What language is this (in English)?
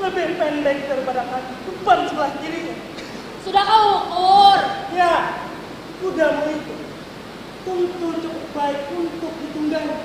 Banjar